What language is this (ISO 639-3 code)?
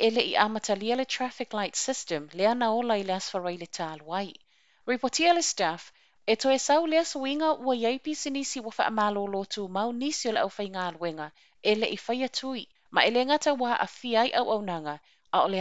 smo